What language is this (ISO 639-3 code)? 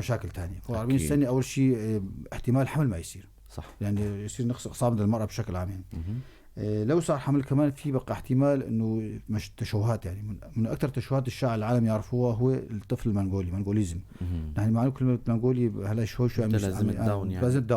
apc